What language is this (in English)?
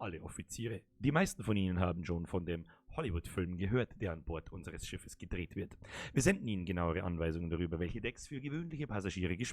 Bavarian